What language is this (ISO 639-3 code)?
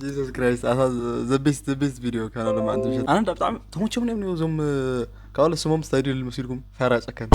tir